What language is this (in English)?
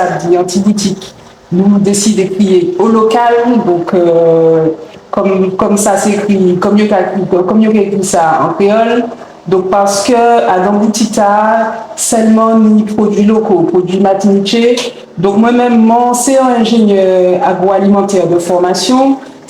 Guadeloupean Creole French